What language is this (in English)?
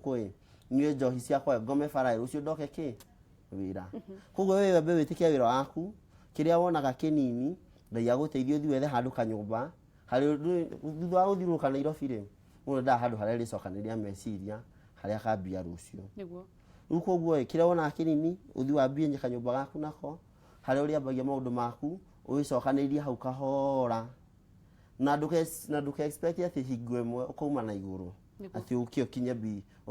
Kikuyu